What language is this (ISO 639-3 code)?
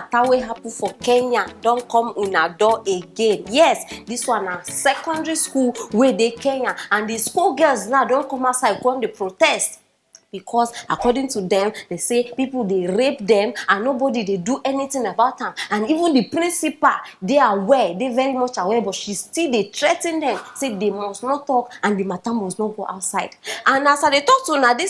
pcm